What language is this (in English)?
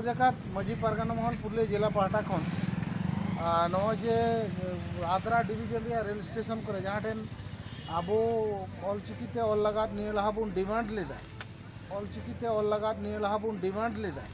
Santali